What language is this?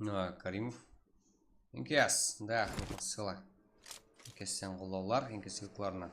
Kara-Kalpak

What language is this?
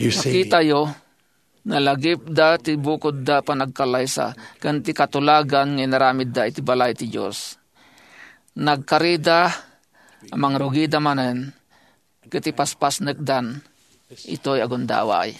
Iloko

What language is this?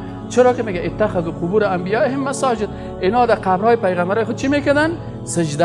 Persian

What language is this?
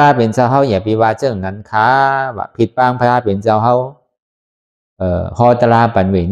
Shan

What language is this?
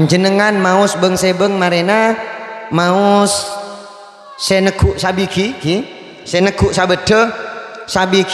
Madurese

